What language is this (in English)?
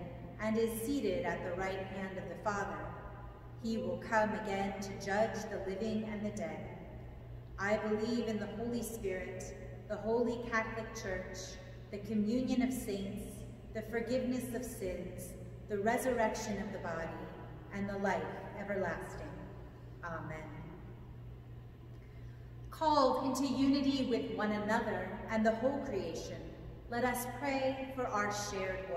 English